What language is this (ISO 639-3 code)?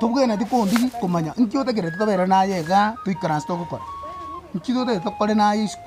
guz